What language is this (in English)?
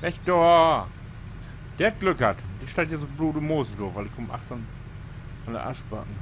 Low German